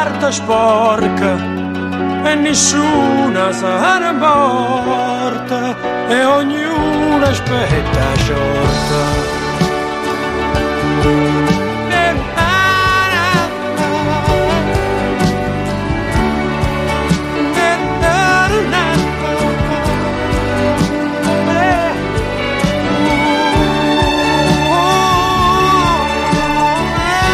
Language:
Italian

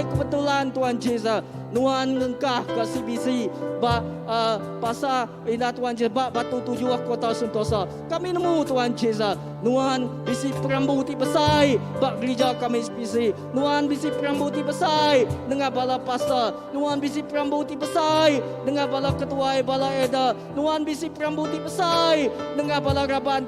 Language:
Iban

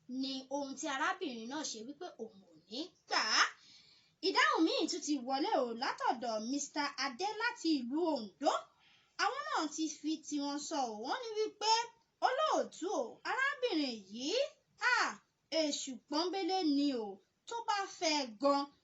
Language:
Yoruba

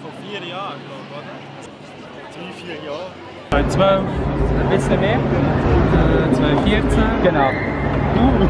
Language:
Swiss German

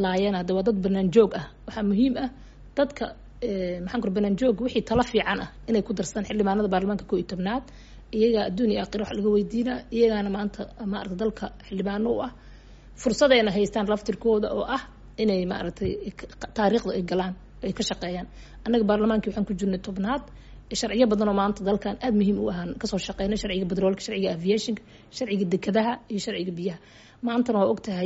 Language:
Somali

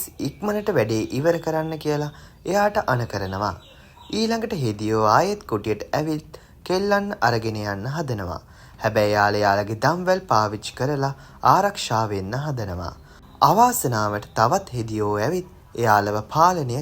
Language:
Sinhala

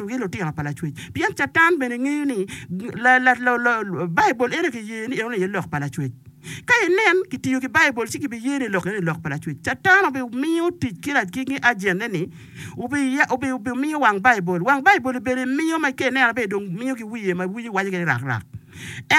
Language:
Acoli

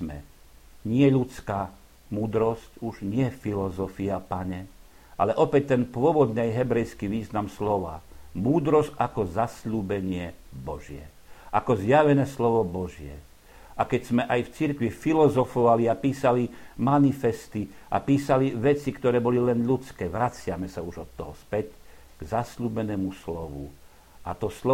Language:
Slovak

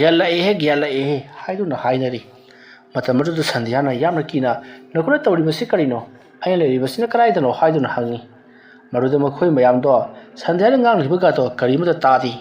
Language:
Manipuri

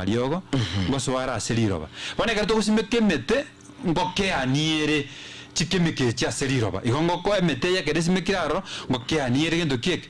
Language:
Gusii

